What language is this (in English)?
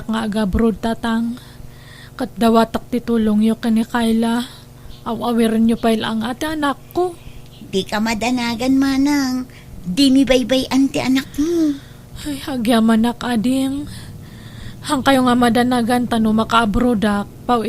Iloko